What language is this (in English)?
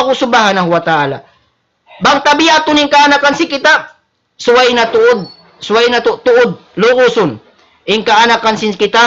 Tausug